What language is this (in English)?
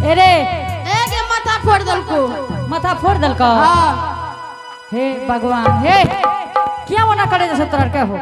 Angika